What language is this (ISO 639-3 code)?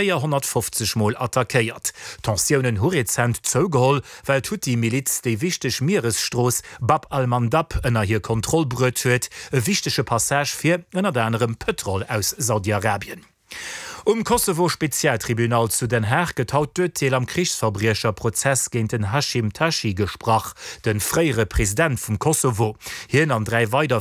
ltz